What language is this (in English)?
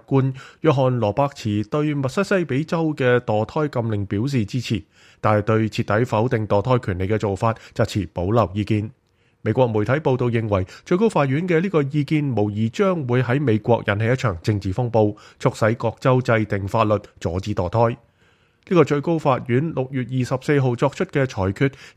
Cantonese